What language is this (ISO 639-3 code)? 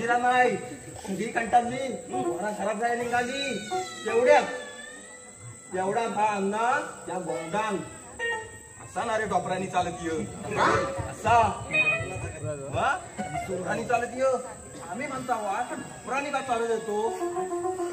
mar